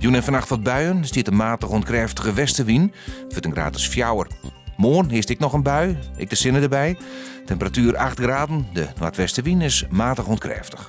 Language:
Western Frisian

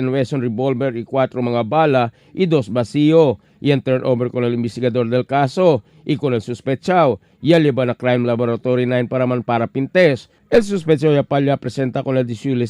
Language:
Chavacano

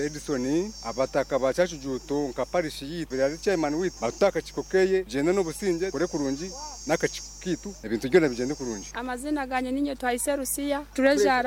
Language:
Nyankole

